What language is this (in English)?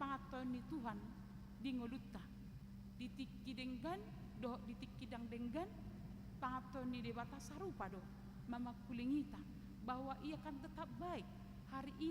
Batak Toba